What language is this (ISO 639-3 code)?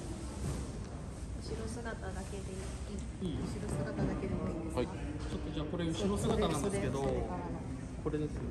jpn